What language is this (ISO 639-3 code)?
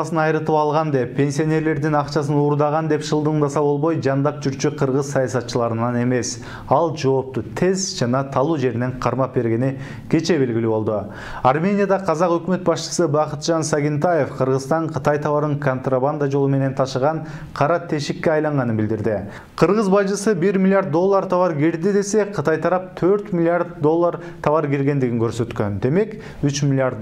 kir